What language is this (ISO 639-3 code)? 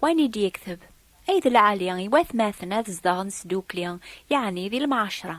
kab